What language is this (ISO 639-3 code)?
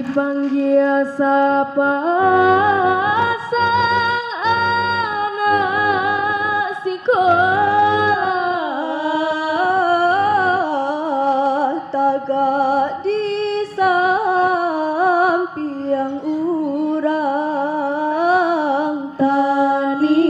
min